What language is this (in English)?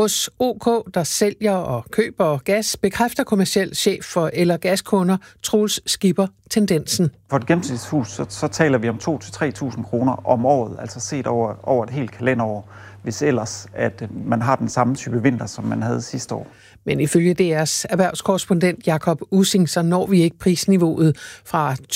Danish